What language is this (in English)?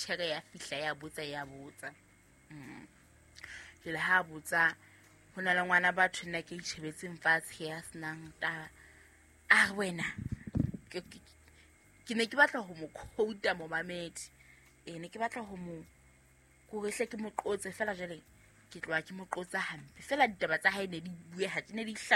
Southern Sotho